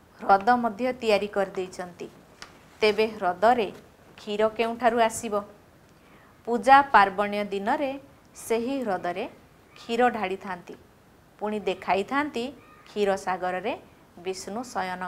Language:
Odia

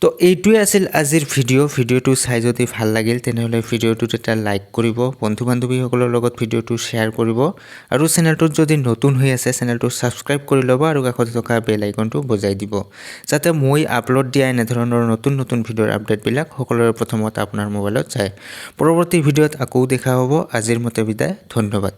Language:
Assamese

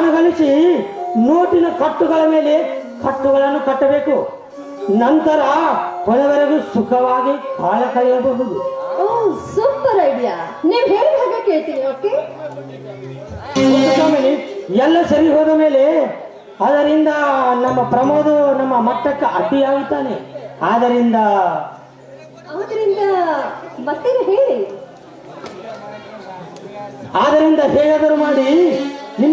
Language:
Kannada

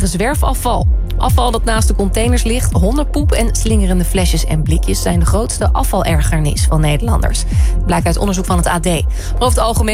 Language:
Dutch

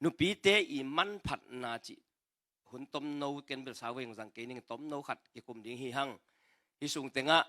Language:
Tedim Chin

